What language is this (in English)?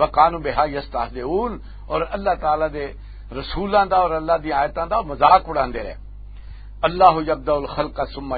Western Panjabi